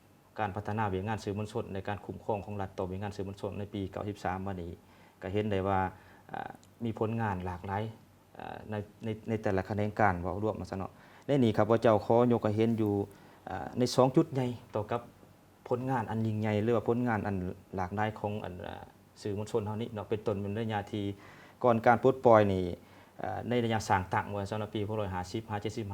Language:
Lao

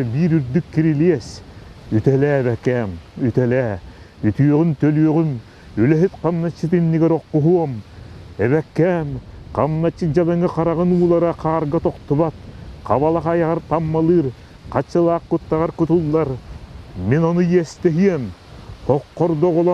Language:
Yakut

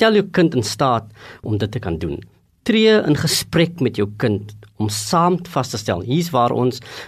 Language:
Afrikaans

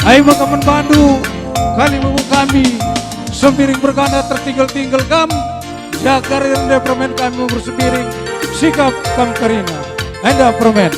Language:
Batak Karo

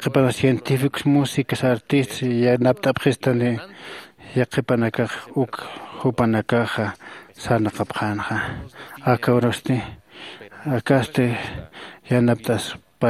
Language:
Aymara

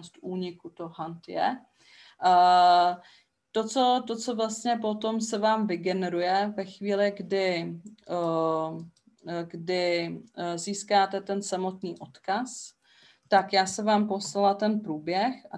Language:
Czech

